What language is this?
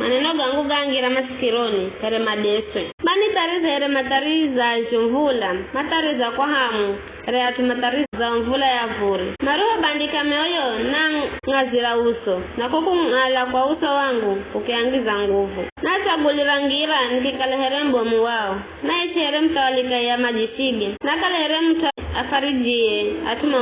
Giryama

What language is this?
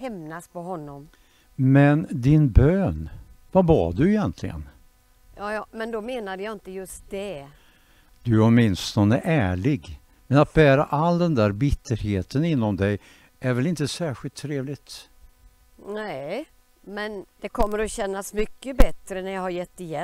Swedish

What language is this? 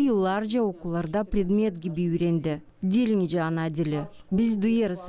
Gagauz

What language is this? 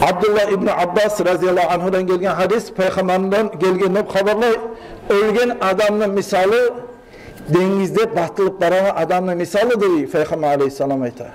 Kumyk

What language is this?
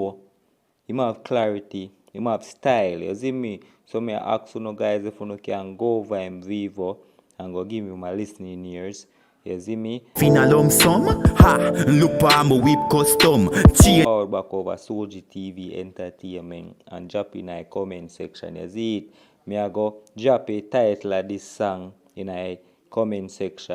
Jamaican Creole English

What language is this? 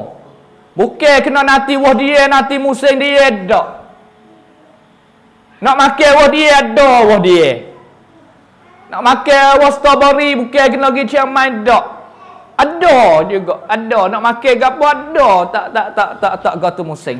Pattani Malay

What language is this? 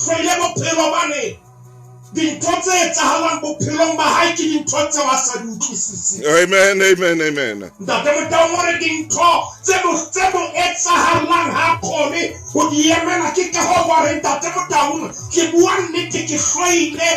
Southern Sotho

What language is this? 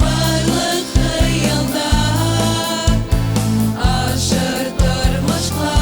Bashkir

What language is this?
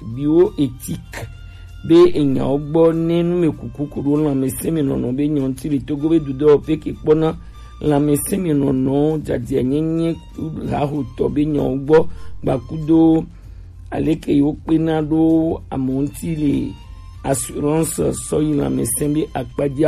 Gen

